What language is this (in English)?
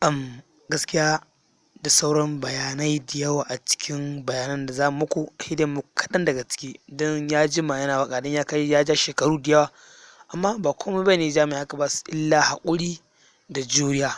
Hausa